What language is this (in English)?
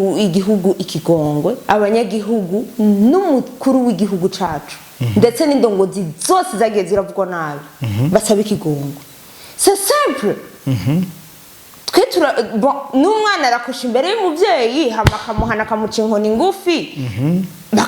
Rundi